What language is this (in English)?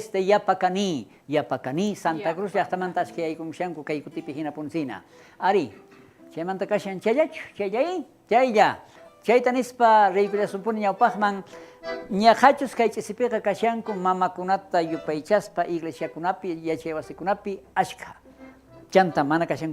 South Bolivian Quechua